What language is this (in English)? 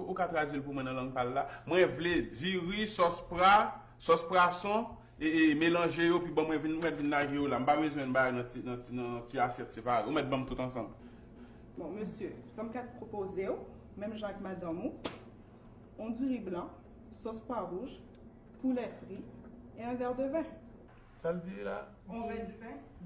Haitian Creole